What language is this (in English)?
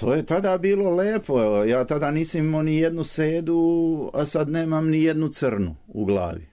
Serbian